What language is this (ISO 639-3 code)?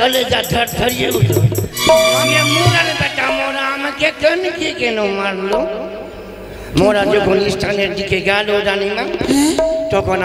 ben